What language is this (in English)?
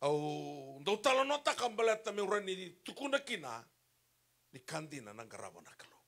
Fijian